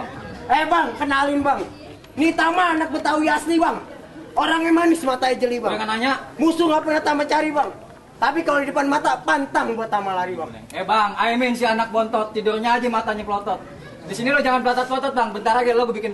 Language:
Betawi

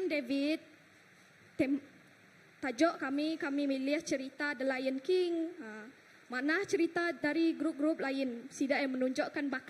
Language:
Iban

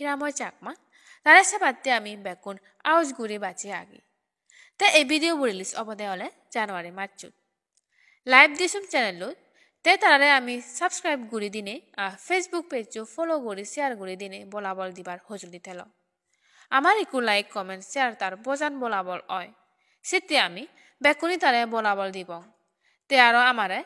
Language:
Chakma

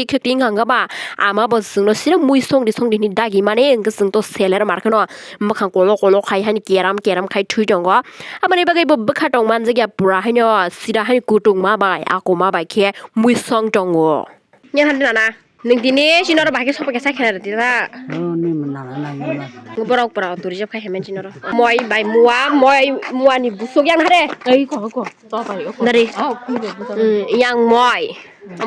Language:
Kok Borok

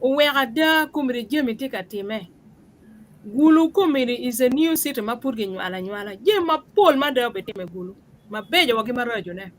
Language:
Acoli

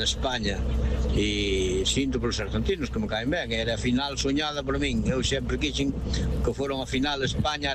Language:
Galician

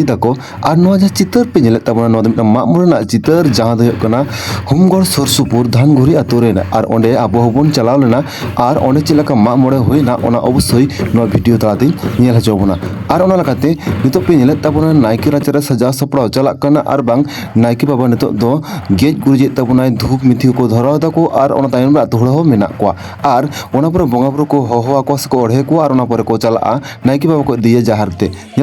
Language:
Santali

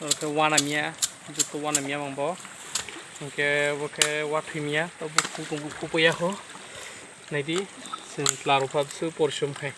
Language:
Kok Borok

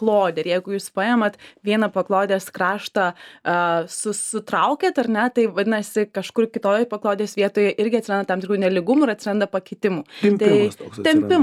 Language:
Lithuanian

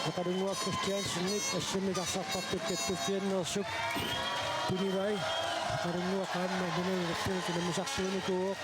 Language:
Kalaallisut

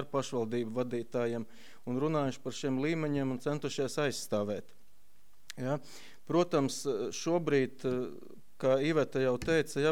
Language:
Latvian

